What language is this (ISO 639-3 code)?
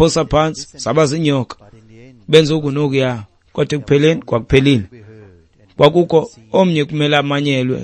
xho